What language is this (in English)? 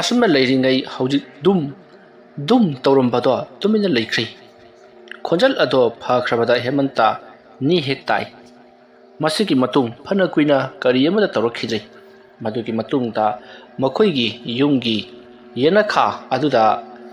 Manipuri